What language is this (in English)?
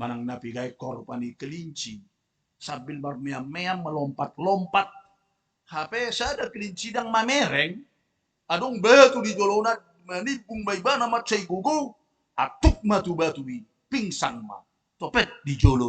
Batak Toba